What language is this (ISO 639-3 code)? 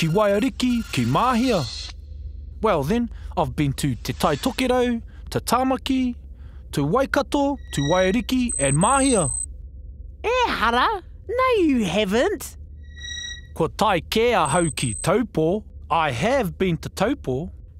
mri